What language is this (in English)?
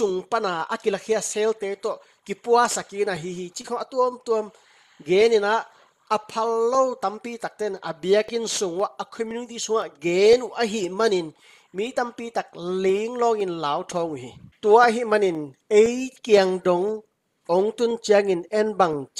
Tedim Chin